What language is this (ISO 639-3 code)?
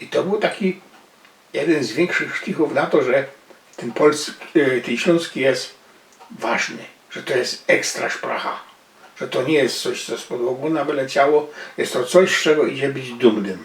szl